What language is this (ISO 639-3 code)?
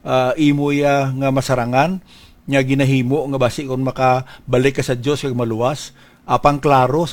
hil